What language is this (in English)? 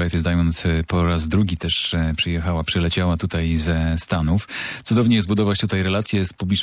Polish